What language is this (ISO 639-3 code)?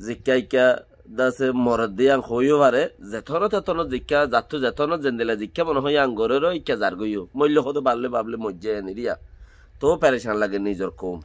rhg